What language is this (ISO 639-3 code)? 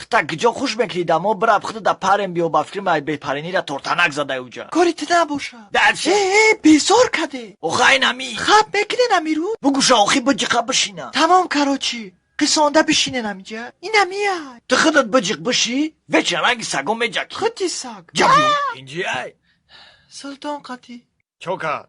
tgk